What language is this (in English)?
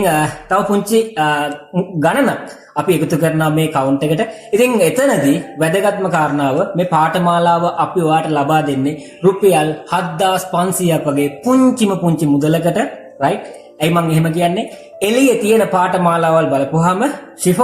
Sinhala